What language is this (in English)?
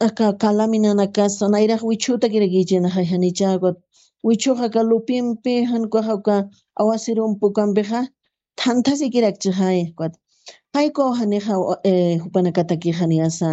Aymara